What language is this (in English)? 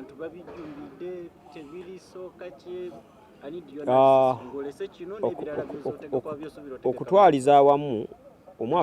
Ganda